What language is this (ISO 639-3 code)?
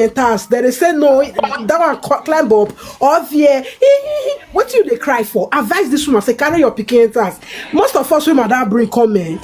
pcm